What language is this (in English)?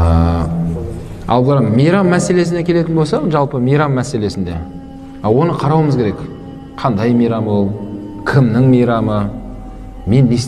Kazakh